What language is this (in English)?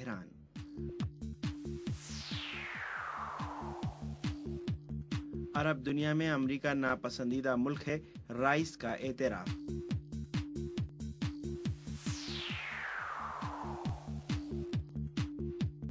Urdu